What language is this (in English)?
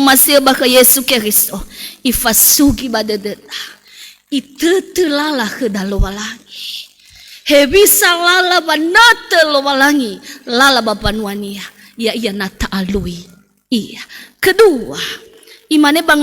Nias